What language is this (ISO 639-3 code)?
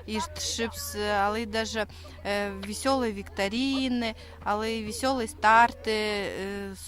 kjh